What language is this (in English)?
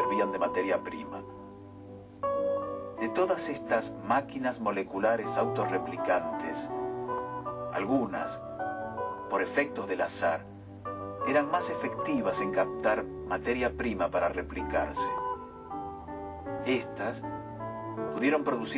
Spanish